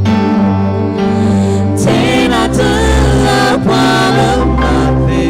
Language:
S'gaw Karen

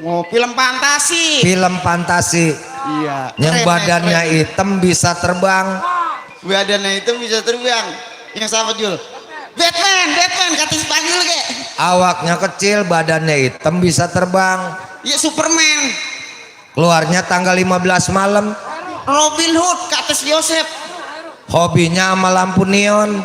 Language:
Betawi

